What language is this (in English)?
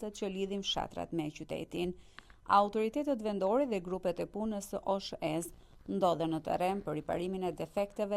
Albanian